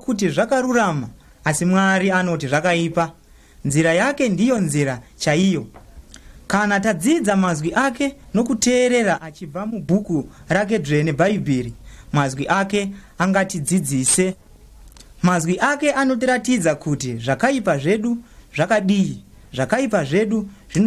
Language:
Shona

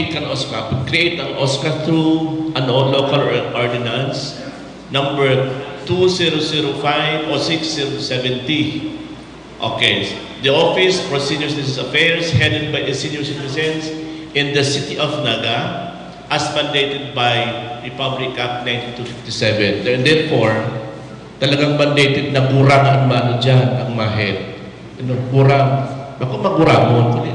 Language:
Bikol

